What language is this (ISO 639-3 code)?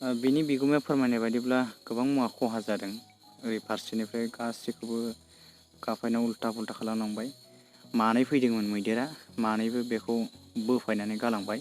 brx